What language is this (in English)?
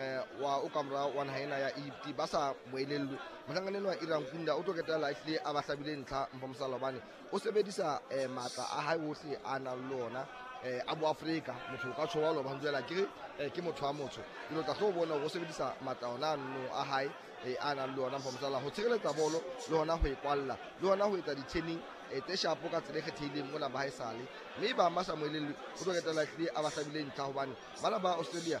Southern Sotho